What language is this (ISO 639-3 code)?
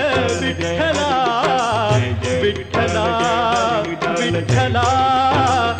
mar